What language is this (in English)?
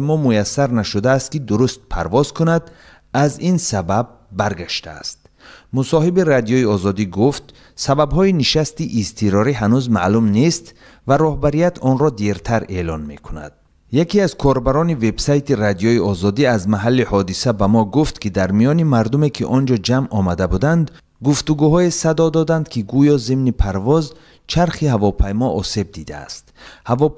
Tajik